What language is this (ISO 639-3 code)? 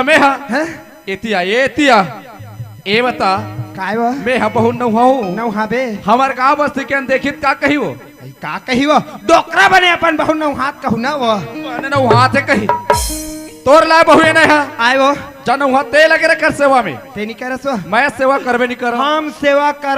hne